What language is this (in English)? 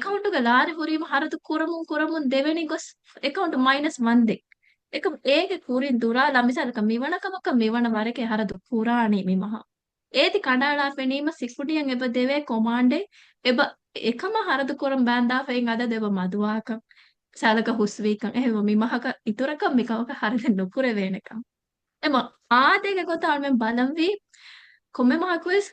Divehi